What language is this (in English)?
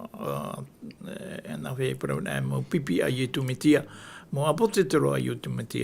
Tahitian